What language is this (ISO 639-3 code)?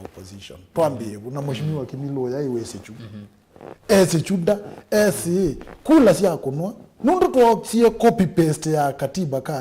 kam